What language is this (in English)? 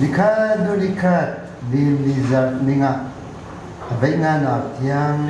Hakha Chin